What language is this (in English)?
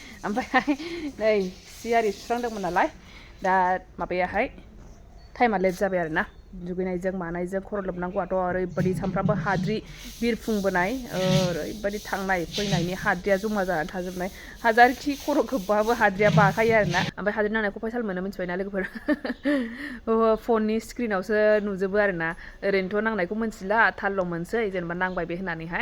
Bodo